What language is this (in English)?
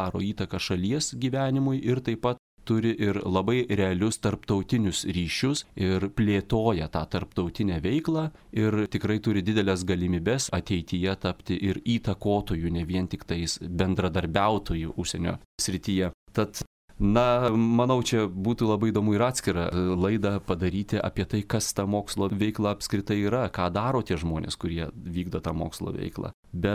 Lithuanian